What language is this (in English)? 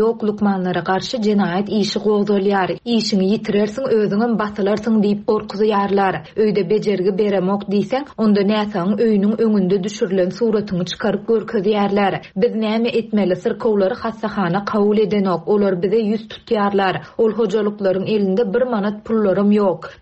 Turkmen